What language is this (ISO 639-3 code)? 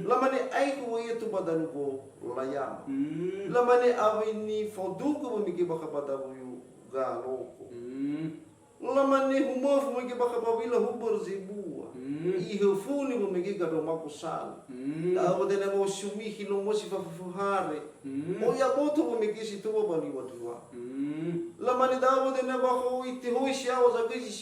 nia